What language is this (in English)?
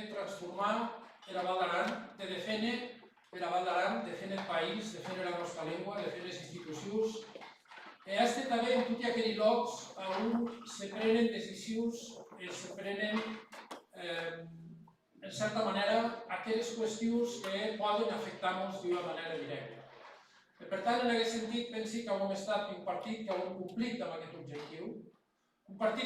Occitan